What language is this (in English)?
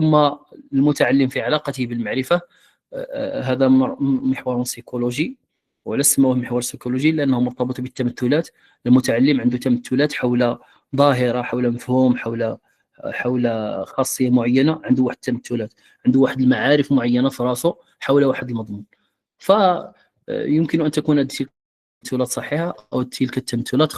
Moroccan Arabic